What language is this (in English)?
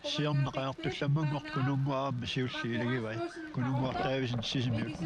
Kalaallisut